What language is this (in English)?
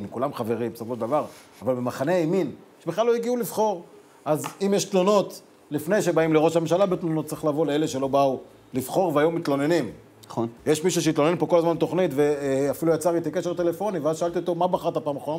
Hebrew